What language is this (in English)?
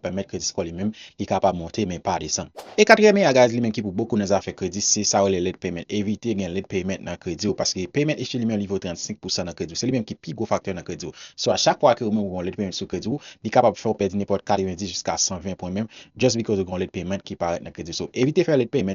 Haitian Creole